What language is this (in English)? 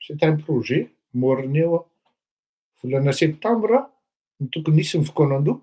Malagasy